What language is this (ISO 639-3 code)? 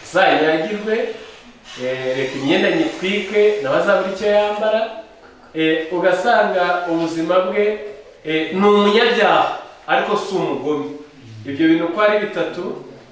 kin